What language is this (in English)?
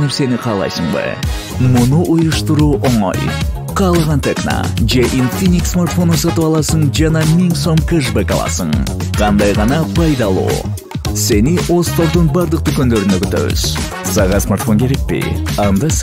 Kyrgyz